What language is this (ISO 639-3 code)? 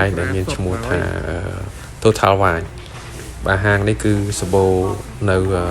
khm